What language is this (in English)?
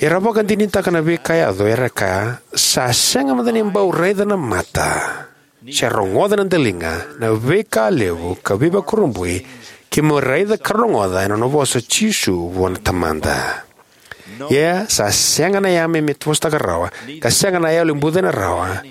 Fijian